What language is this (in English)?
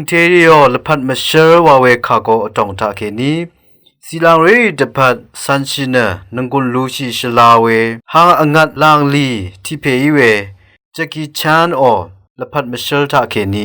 Rawang